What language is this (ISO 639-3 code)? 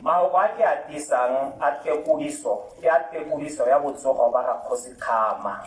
tsn